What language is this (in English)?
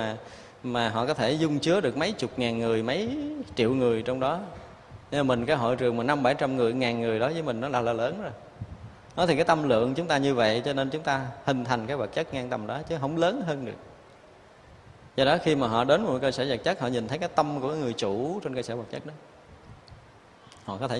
Vietnamese